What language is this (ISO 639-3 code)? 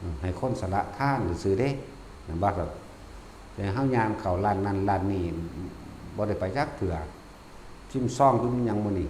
tts